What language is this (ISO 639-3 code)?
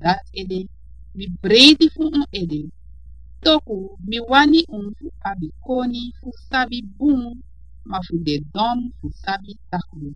srn